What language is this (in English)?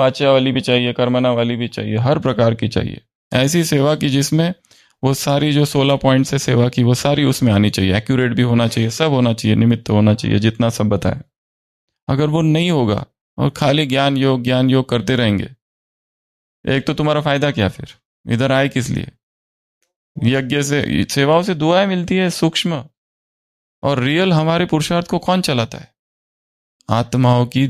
Hindi